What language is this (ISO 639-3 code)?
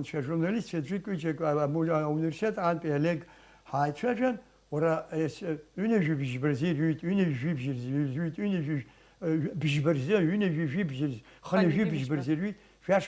abk